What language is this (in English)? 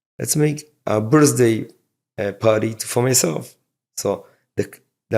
Yiddish